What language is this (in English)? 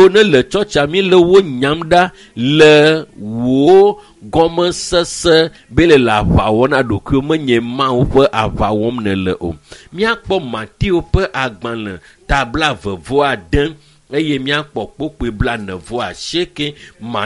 Ewe